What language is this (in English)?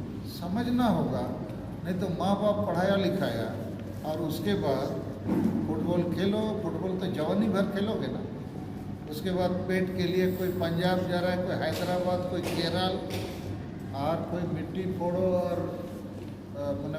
Santali